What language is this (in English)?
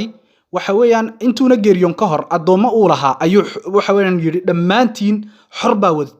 Somali